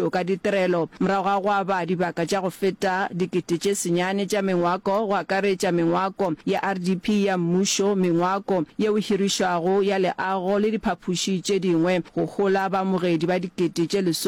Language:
Northern Sotho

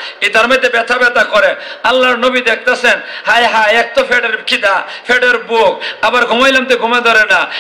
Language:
Sylheti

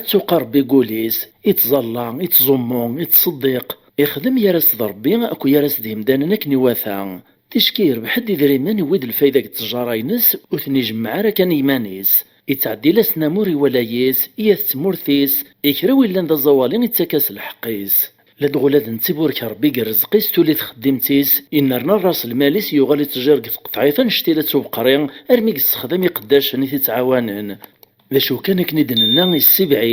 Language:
Kabyle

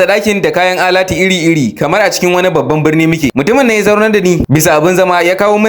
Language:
Hausa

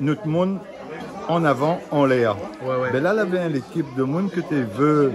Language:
Réunion Creole French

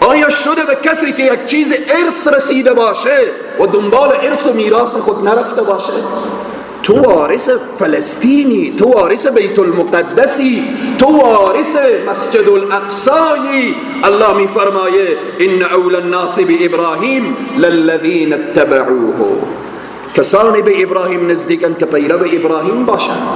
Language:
Persian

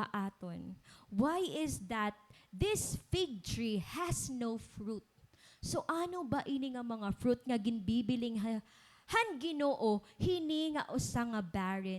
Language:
Waray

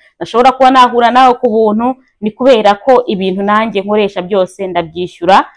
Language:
Kinyarwanda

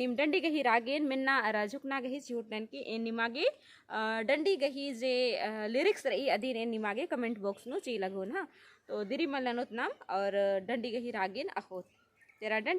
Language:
Kurukh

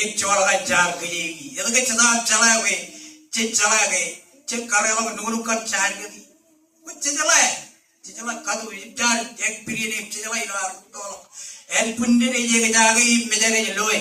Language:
Marshallese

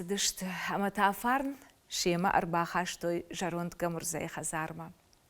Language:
Ossetic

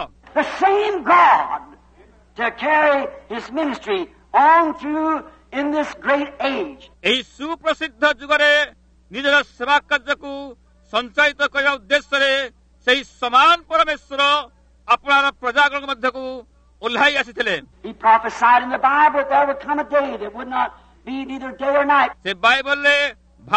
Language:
Odia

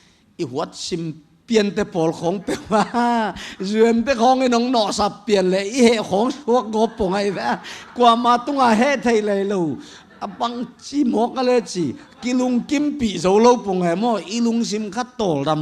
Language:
Tedim Chin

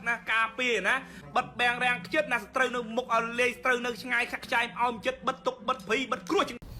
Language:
Khmer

